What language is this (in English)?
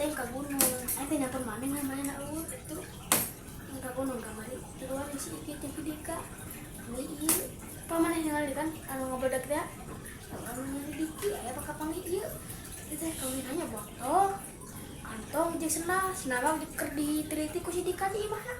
Sundanese